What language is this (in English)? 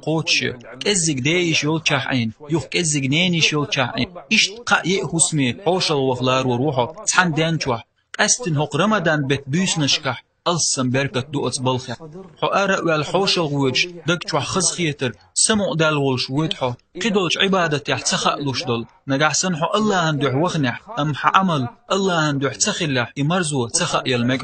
Chechen